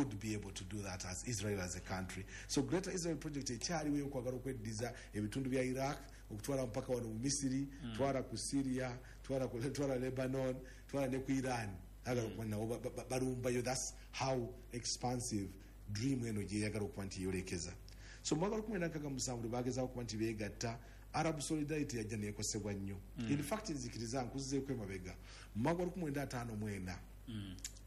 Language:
Ganda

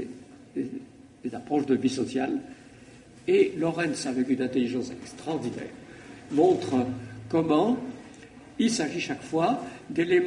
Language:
French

